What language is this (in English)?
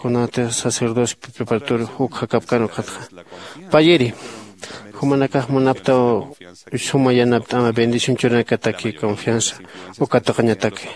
Aymara